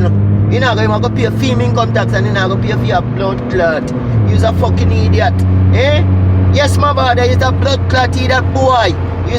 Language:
Jamaican Creole English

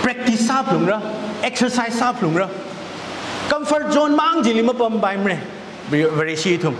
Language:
Tangkhul Naga (India)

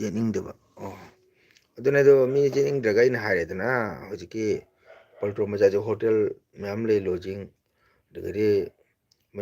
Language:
Manipuri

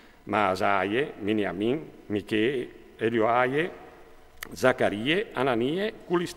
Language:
Friulian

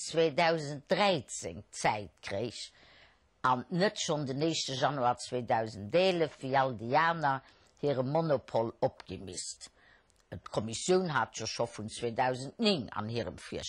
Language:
Luxembourgish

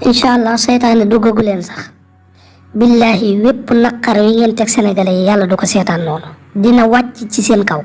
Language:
Wolof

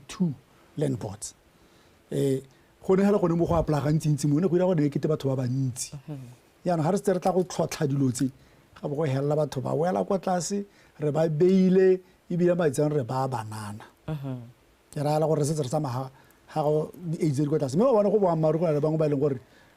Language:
Tswana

